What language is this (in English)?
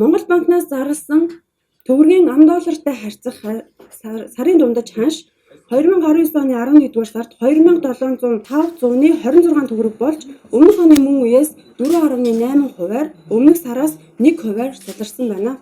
Mongolian